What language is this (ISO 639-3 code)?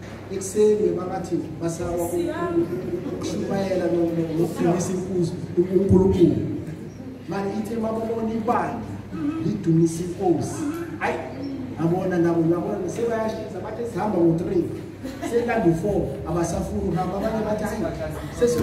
zul